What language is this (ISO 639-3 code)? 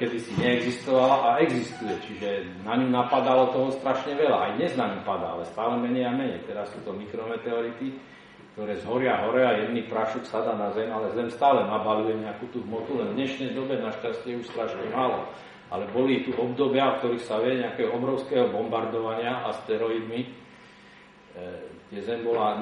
slk